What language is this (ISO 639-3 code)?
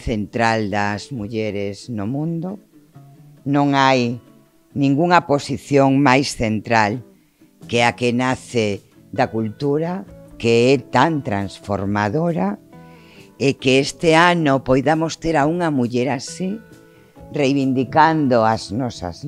glg